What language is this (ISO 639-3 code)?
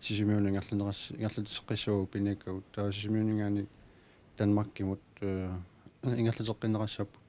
kal